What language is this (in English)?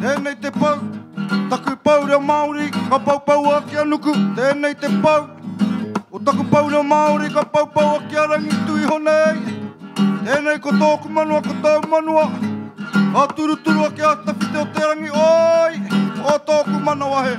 Māori